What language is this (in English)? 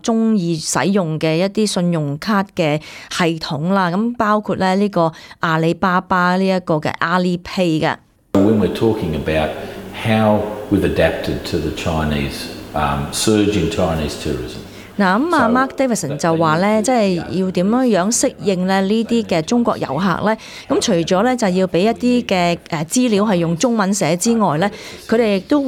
Cantonese